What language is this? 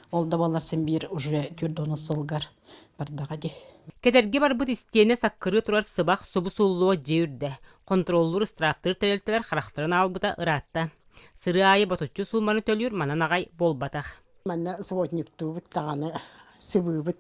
Yakut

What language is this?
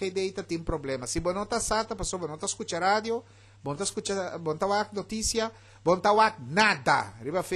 Papiamento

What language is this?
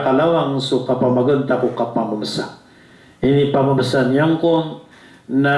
Maranao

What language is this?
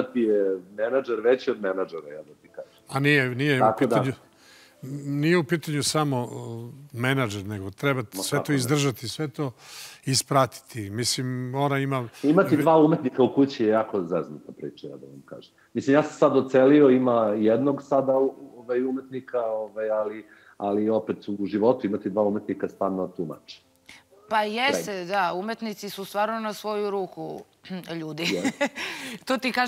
Serbian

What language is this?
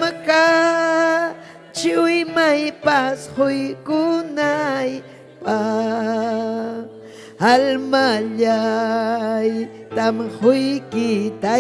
Ayacucho Quechua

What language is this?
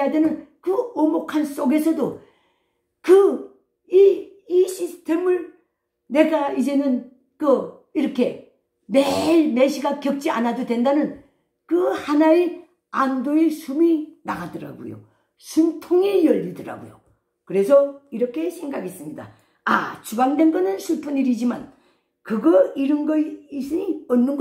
Korean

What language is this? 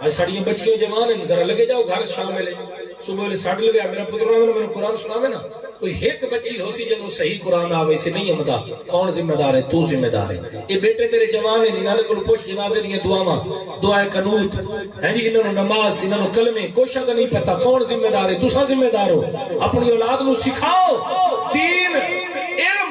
Saraiki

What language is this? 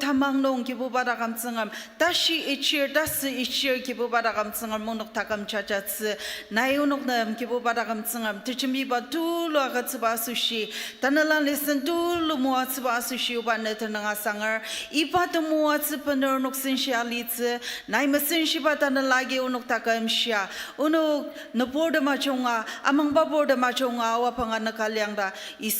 Ao Naga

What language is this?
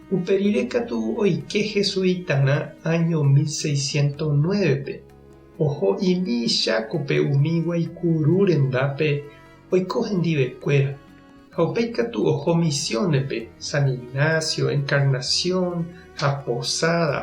Guarani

